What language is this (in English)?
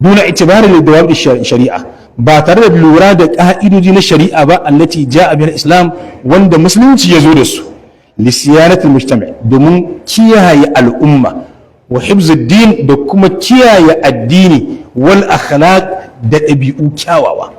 Hausa